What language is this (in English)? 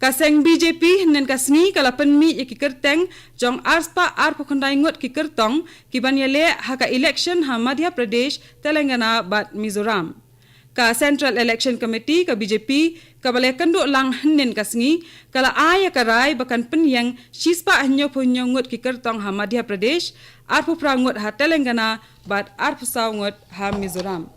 Khasi